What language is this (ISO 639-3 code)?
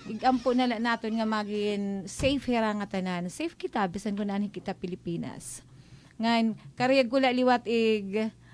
war